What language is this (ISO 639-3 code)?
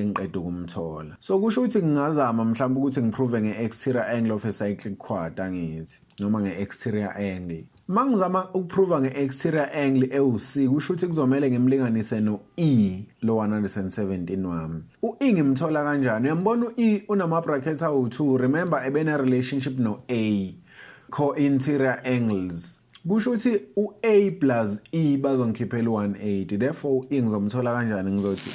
zul